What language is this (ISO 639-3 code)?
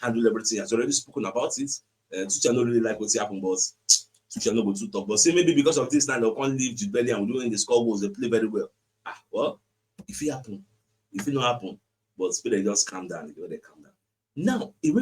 pcm